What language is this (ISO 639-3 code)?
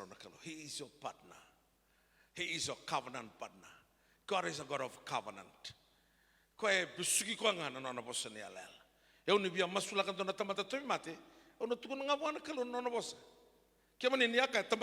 fij